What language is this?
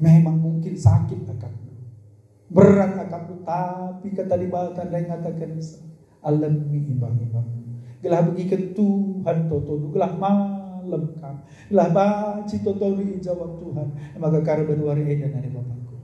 Batak Karo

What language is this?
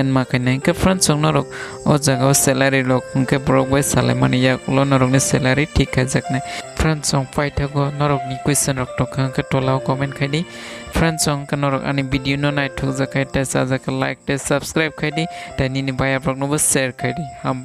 Kok Borok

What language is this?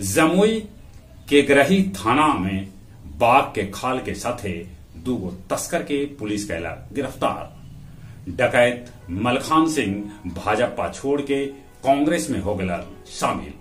Magahi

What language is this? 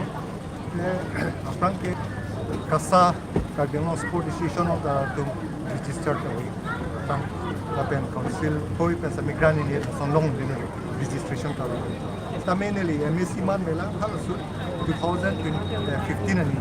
Karbi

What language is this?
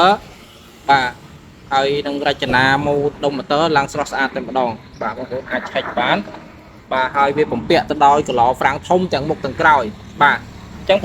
Khmer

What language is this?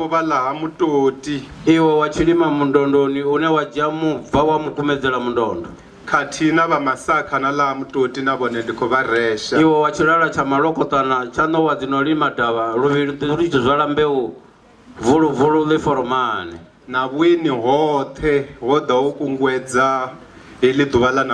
Venda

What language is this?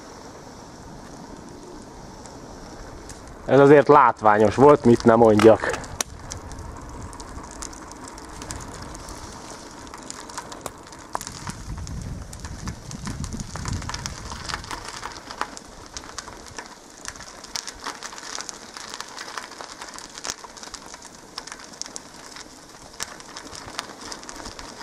Hungarian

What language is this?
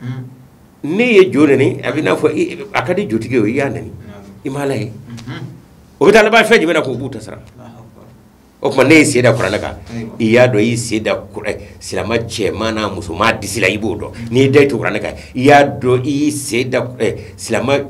Bambara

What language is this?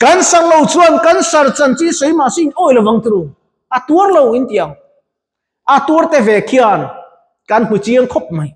Mizo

